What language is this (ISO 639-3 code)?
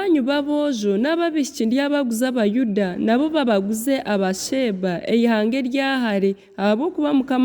nyn